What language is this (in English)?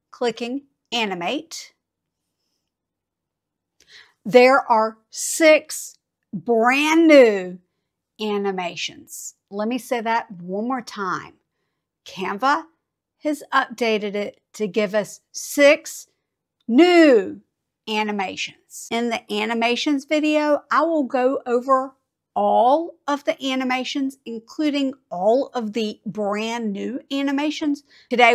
English